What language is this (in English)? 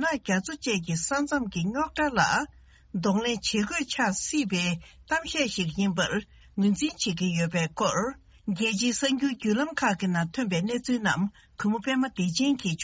Tibetan